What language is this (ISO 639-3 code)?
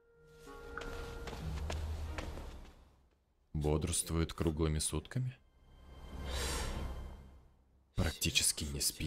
rus